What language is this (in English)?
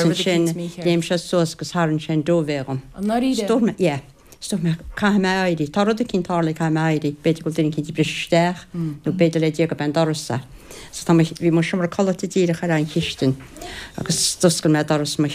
Irish